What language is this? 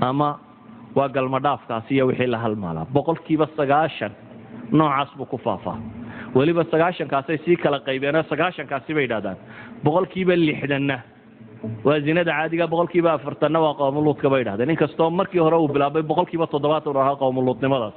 Somali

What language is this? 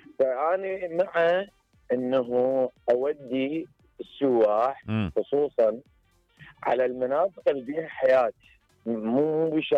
Mesopotamian Arabic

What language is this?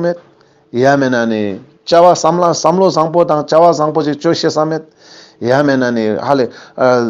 Ladakhi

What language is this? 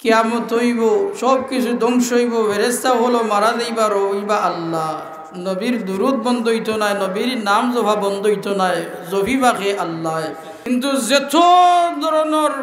Sylheti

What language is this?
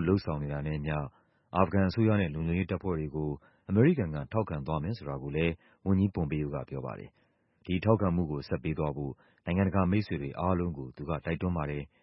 Burmese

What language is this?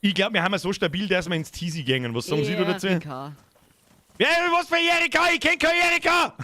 Bavarian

